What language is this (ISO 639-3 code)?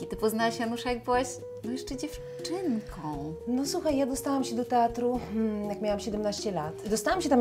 pol